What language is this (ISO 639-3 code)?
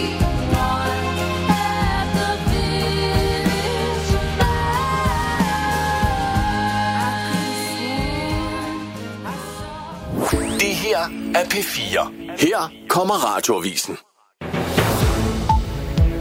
dan